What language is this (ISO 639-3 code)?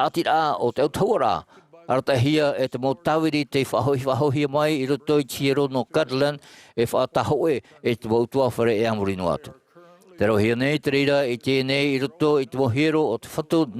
tah